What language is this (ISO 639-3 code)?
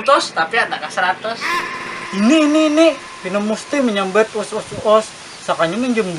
bjn